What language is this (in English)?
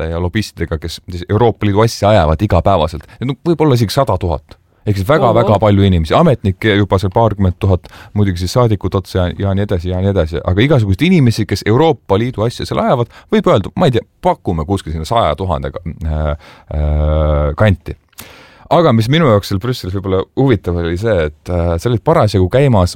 Estonian